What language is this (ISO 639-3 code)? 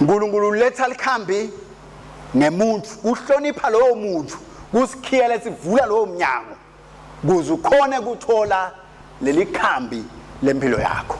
ssw